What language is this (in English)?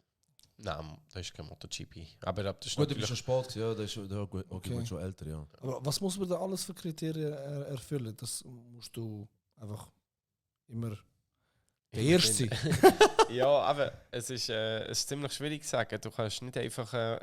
Swiss German